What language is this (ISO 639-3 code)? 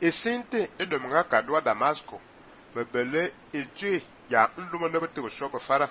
fan